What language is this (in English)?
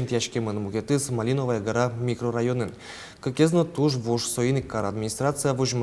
Udmurt